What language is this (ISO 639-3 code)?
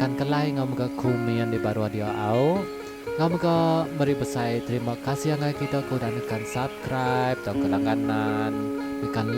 iba